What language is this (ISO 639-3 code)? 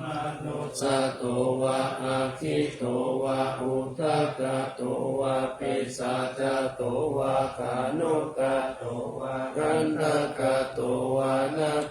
pli